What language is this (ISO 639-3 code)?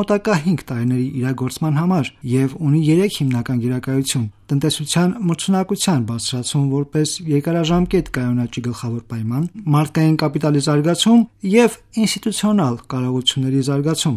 hye